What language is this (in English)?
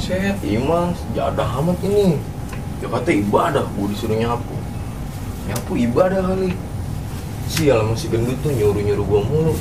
Betawi